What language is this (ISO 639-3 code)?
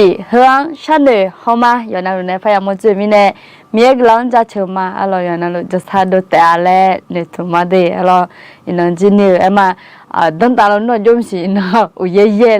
ahk